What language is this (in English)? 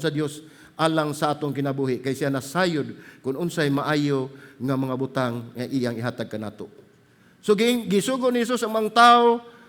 Cebuano